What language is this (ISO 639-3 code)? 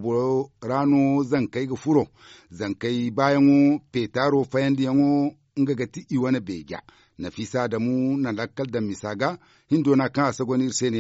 dje